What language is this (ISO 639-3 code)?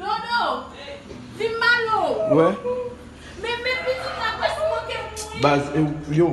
hat